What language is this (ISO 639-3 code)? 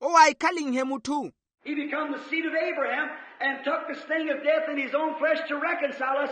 vmw